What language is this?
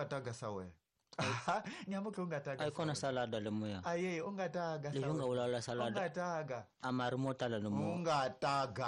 Tsonga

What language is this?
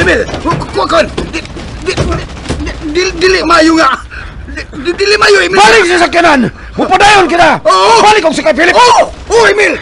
Cebuano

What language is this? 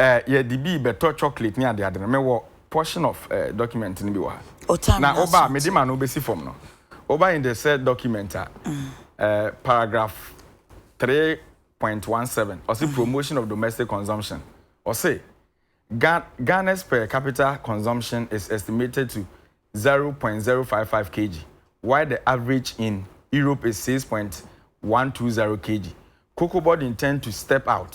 Akan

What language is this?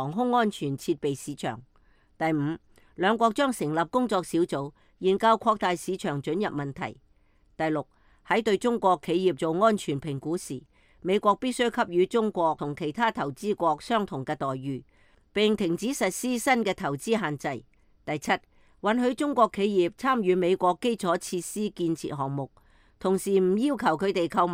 Cantonese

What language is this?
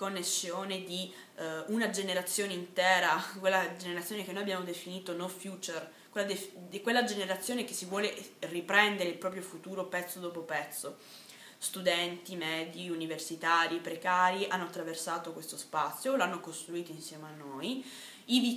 Italian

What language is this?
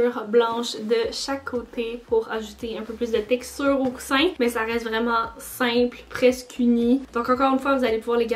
French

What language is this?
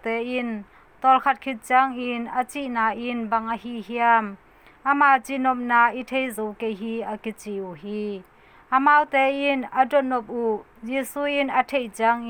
Tedim Chin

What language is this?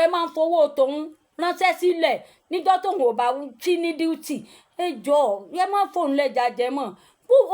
Yoruba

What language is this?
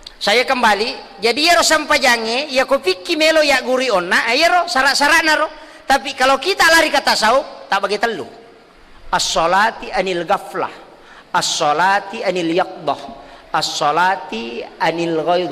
Buginese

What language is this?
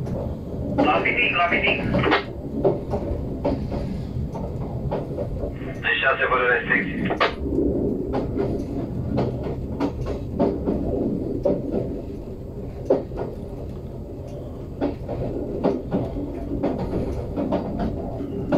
Romanian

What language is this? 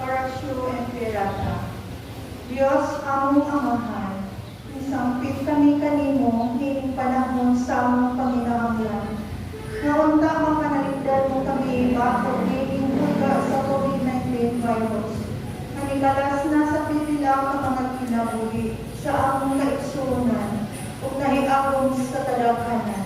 Cebuano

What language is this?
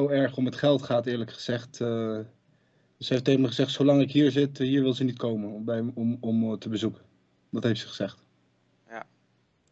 Dutch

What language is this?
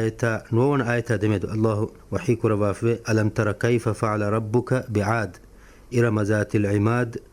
Divehi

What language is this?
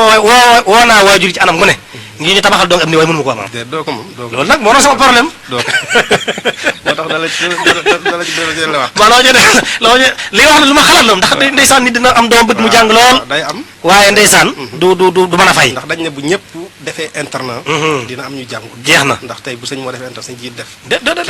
Wolof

